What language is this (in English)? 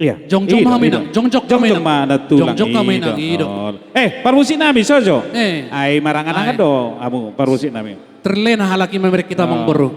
Batak Toba